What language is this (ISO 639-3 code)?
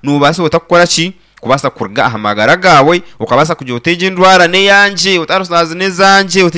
nyn